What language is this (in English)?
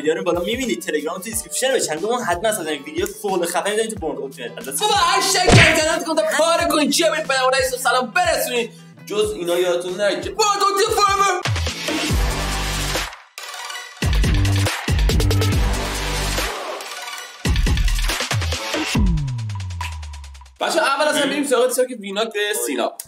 Persian